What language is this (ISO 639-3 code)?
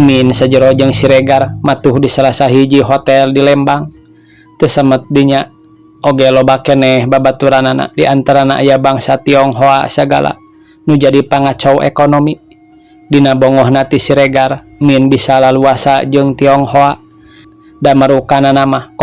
sun